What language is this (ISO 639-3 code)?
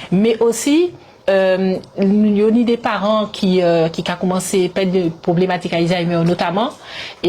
gcf